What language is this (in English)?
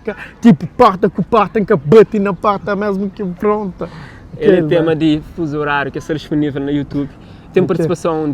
Kabuverdianu